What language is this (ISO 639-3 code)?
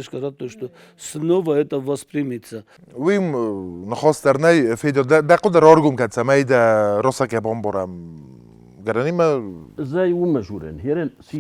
oss